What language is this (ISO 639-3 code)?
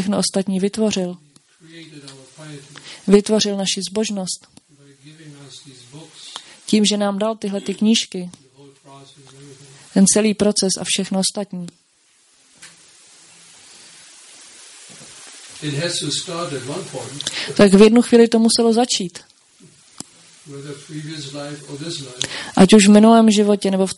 ces